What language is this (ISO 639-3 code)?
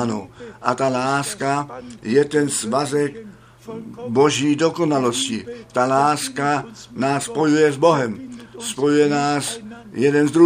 ces